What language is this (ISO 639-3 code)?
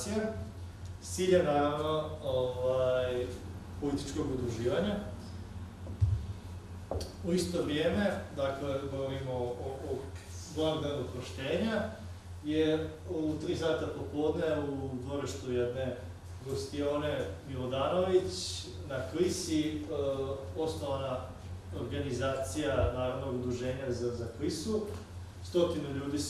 hrv